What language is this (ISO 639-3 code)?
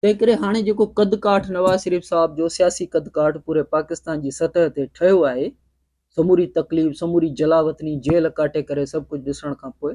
snd